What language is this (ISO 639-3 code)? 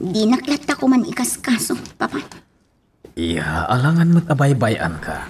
ilo